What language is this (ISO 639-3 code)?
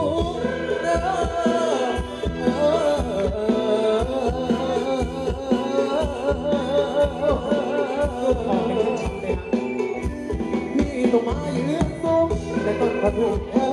tha